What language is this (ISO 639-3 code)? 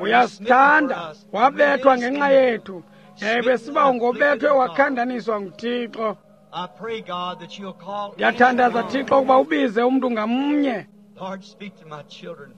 xho